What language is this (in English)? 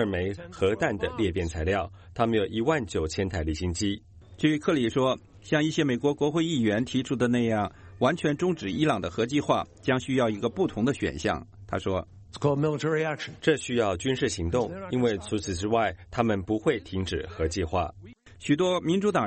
Chinese